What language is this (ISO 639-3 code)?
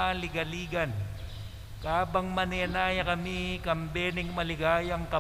pam